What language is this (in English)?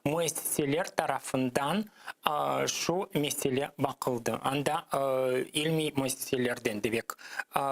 Crimean Tatar